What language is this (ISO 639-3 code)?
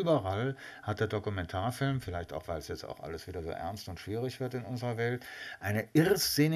deu